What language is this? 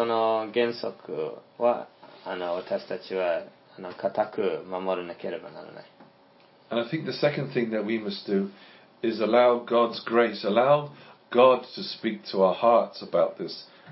Japanese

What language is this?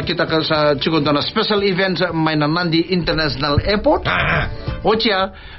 Fijian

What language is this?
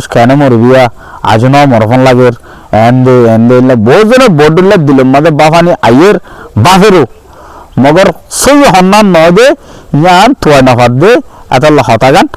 Rohingya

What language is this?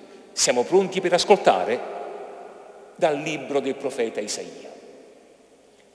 Italian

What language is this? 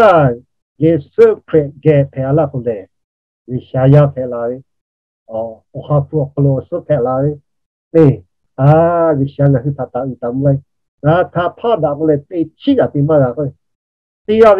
Lahu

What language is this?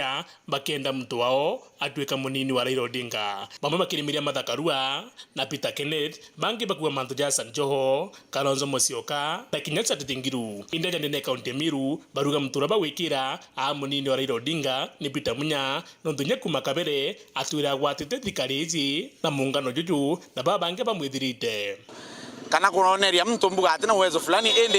Meru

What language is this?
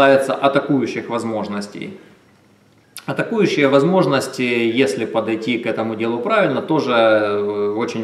Russian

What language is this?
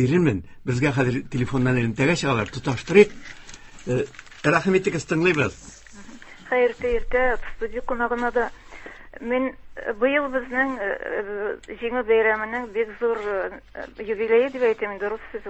Tatar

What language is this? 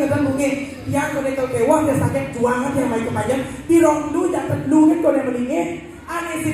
Balinese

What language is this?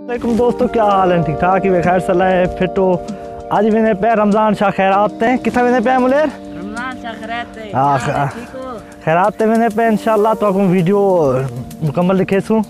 Saraiki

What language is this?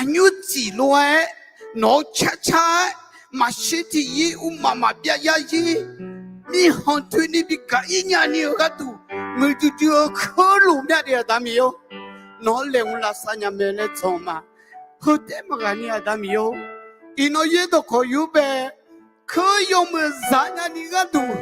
Akha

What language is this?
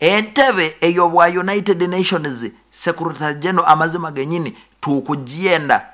Nyoro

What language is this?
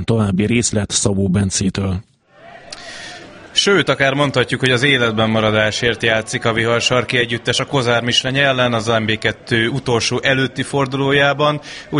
Hungarian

